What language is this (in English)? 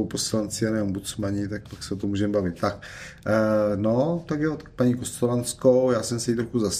Czech